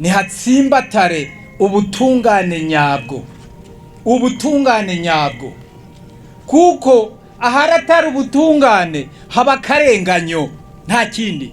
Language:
Rundi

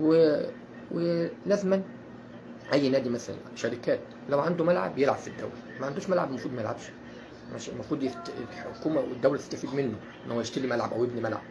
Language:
Egyptian Arabic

